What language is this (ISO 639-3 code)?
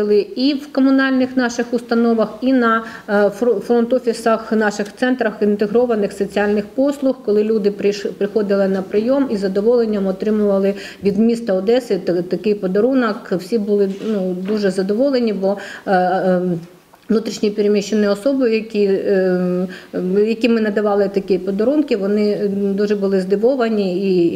ukr